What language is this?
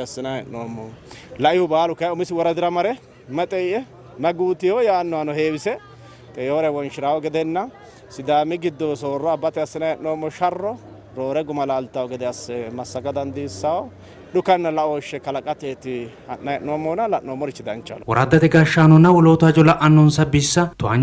Sidamo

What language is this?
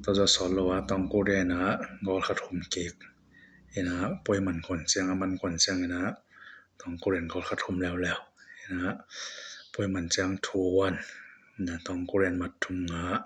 Tedim Chin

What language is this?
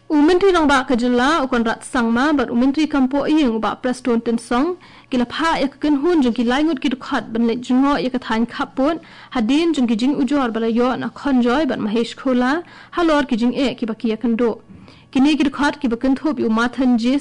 Khasi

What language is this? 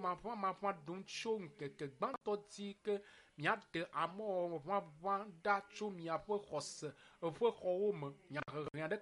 Ewe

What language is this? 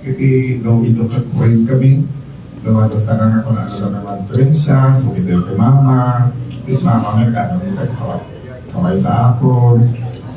Hiligaynon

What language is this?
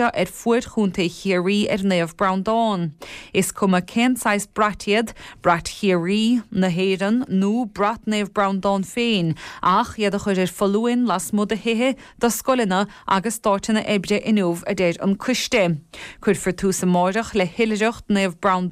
Irish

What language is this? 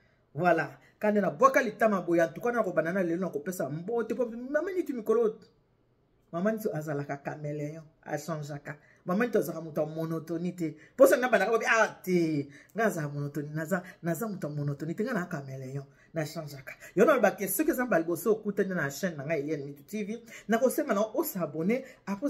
Lingala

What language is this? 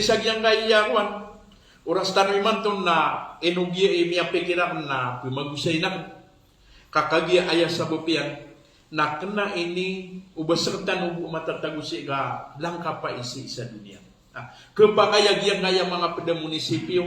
Maranao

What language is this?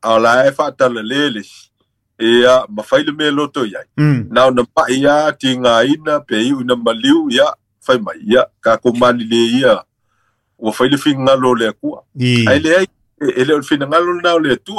Samoan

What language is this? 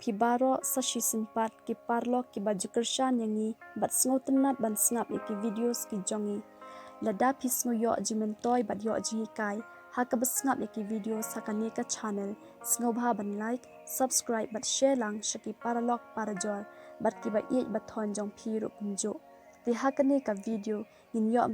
Khasi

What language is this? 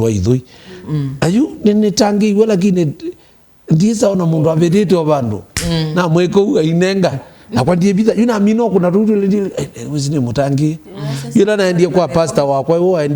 Kamba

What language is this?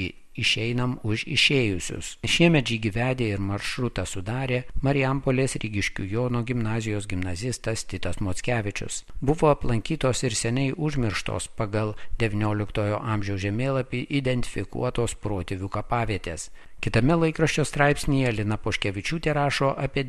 Lithuanian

